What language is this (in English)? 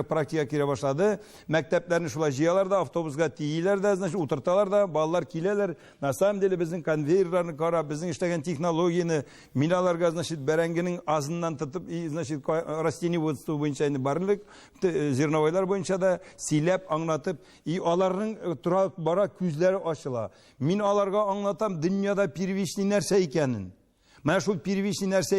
Tatar